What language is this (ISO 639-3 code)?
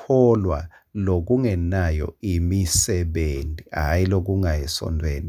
ssw